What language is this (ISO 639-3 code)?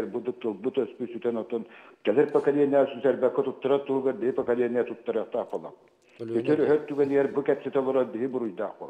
sah